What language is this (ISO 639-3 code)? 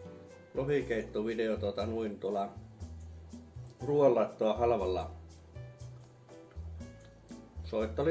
fin